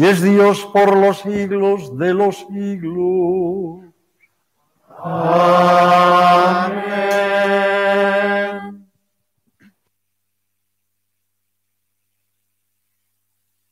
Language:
Spanish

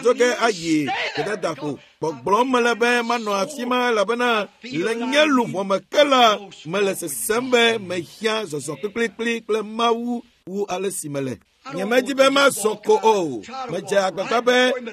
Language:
Ewe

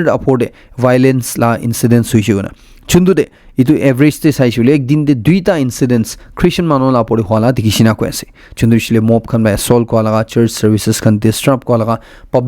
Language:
Naga Pidgin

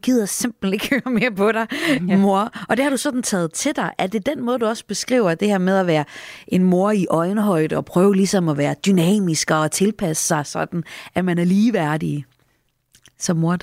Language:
Danish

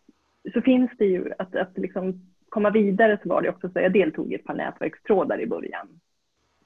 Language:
Swedish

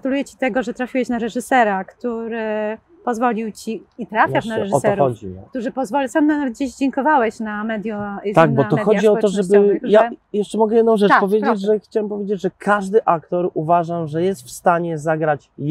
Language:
Polish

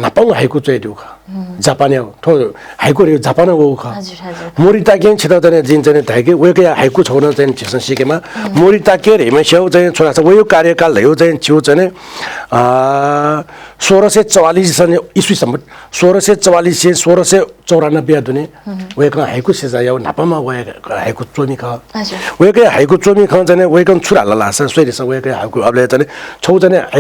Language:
Newari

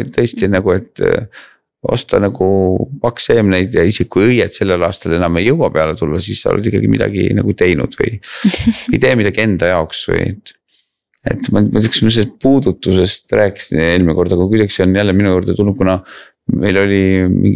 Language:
Estonian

